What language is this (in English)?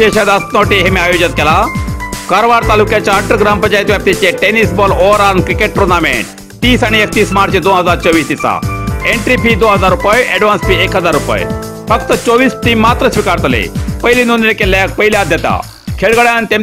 Konkani